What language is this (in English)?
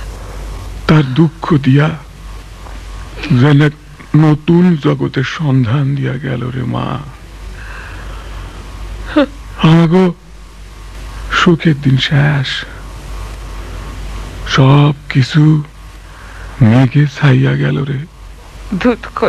Bangla